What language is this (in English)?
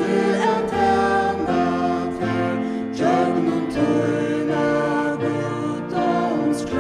Faroese